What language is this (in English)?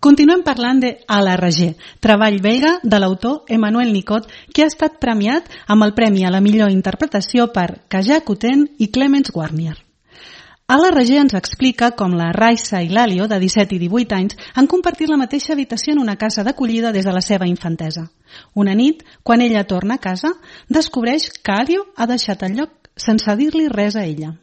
Catalan